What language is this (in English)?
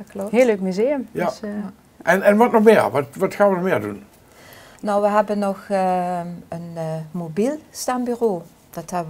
Limburgish